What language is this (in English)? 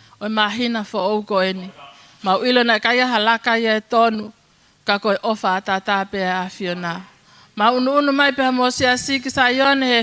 Tongan